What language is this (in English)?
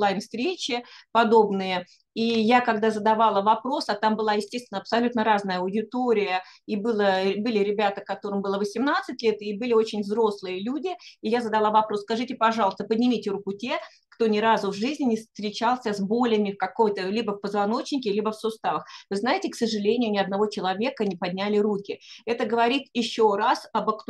Russian